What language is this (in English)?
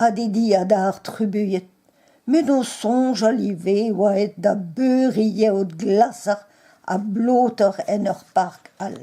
Breton